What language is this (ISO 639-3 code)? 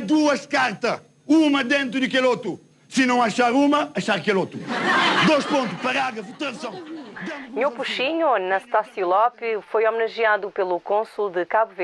kea